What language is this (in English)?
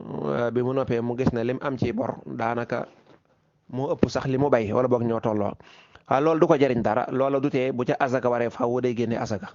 Wolof